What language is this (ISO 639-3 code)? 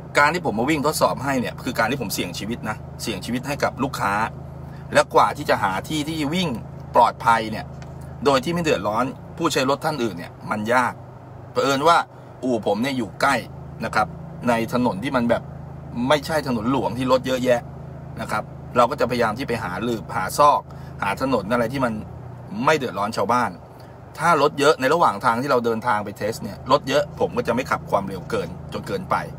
tha